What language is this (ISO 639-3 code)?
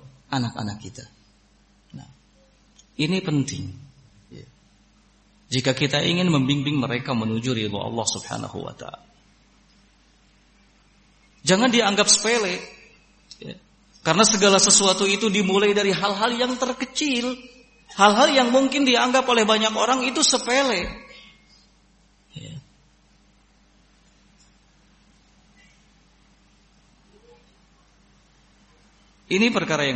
ind